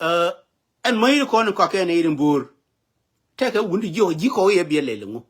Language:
Nuer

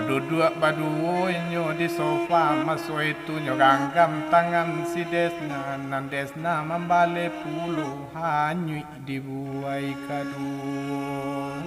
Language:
Minangkabau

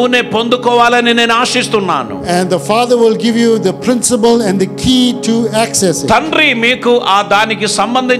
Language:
Telugu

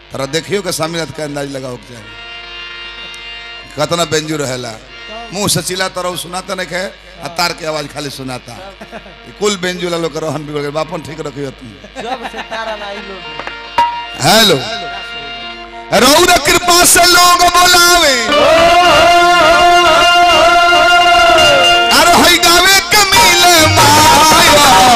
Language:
Bhojpuri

